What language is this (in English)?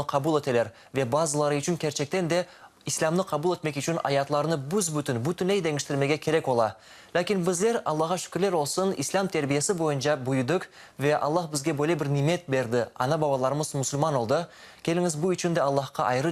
Crimean Tatar